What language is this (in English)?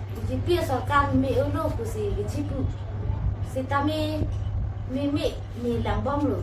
Karbi